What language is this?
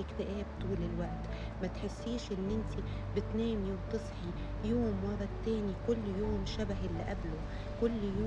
Egyptian Arabic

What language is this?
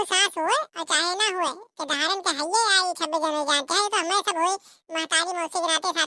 Awadhi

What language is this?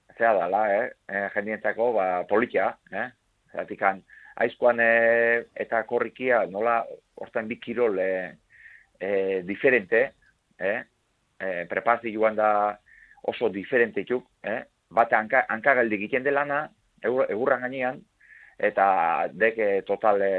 Basque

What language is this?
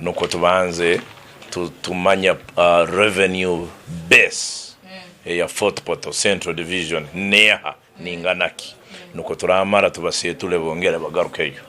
Nyankole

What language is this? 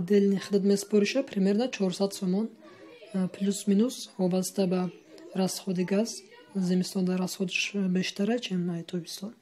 Tajik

